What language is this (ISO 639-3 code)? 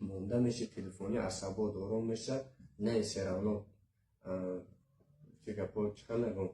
tgk